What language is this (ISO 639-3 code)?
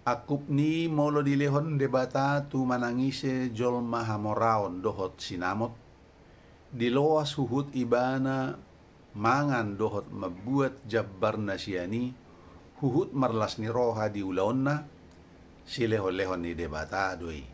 bbc